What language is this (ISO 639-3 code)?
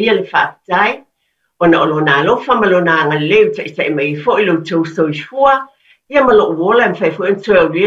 smo